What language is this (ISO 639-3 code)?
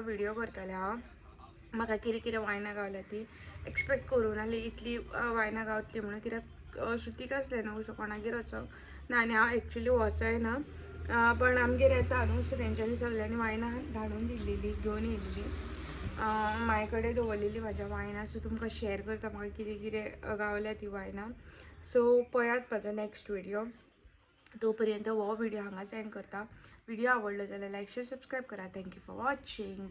kok